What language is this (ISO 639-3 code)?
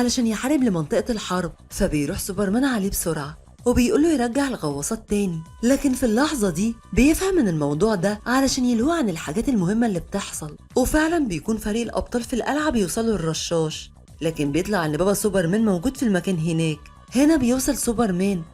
arz